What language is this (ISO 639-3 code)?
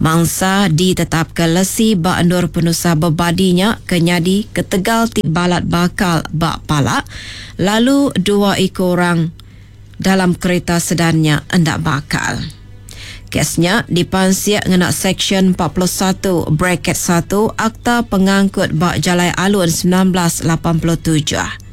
iba